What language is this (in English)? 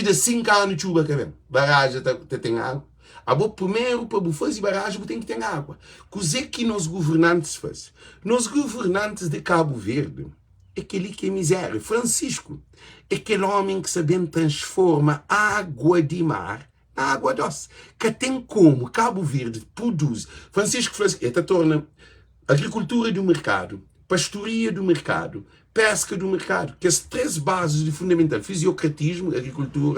Kabuverdianu